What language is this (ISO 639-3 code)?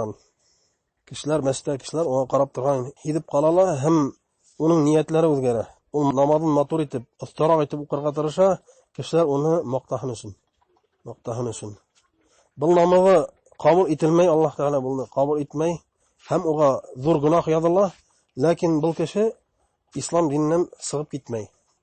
bak